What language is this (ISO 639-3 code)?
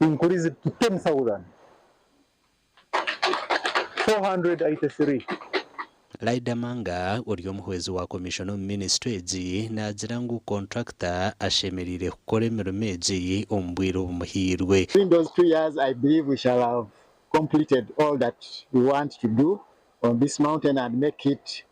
nyn